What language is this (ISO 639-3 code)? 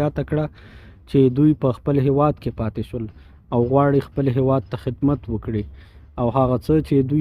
pus